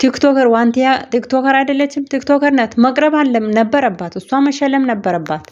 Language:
Amharic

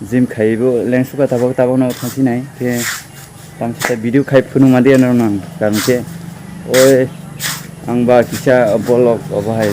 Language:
Kok Borok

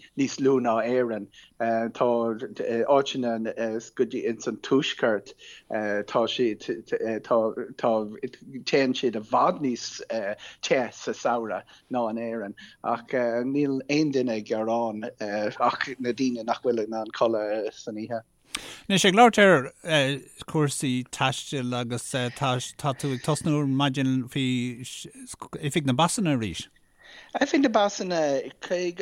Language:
Irish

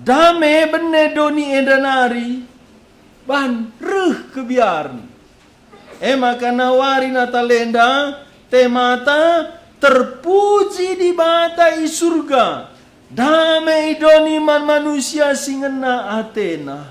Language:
Batak Karo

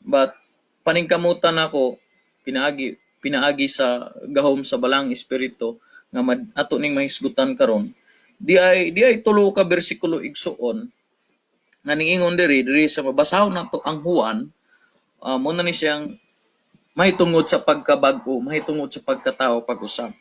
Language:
Cebuano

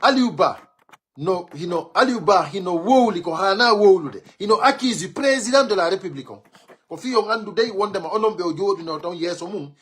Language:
Pular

